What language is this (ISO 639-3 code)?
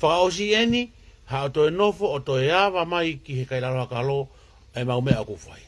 ton